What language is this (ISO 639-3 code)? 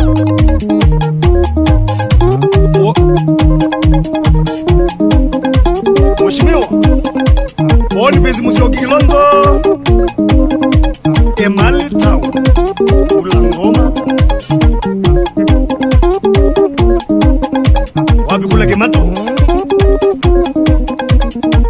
swa